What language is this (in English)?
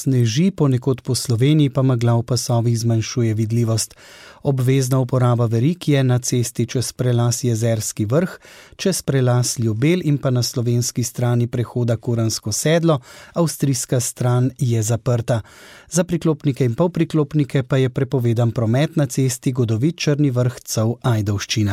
Slovenian